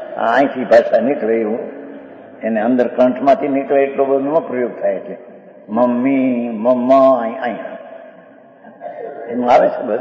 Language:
Gujarati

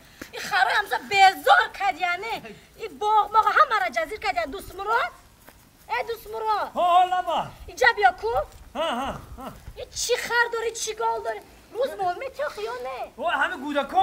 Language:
Tajik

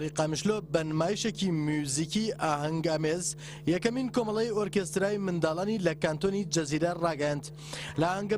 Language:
Central Kurdish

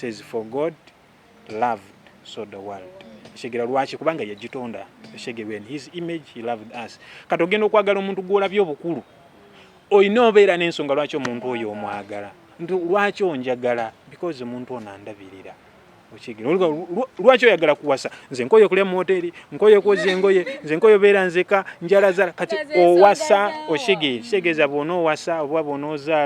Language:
Ganda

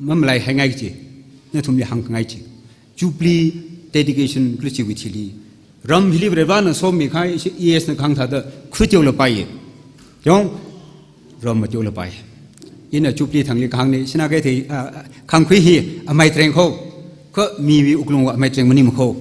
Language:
Tangkhul Naga (India)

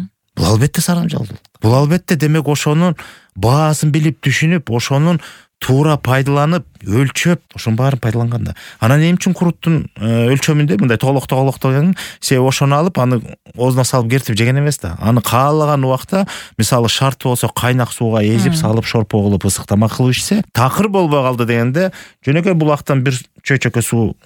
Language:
Kyrgyz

